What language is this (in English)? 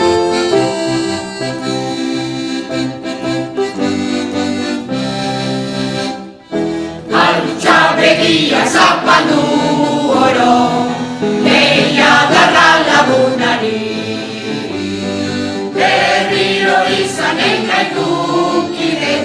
Basque